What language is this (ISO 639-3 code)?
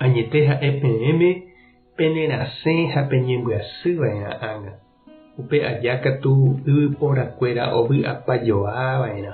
grn